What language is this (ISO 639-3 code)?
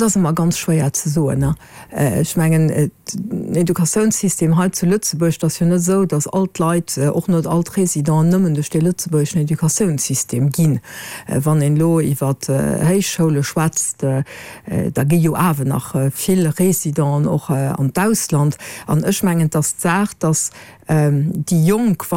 ltz